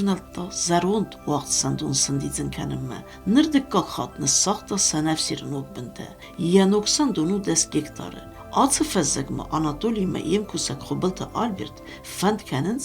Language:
Ossetic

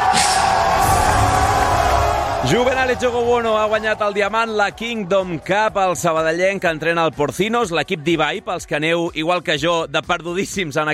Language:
Catalan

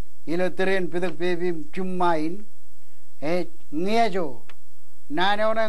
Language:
Marshallese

